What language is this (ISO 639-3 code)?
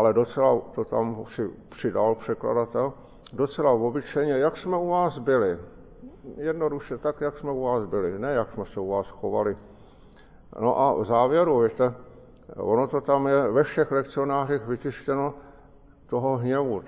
ces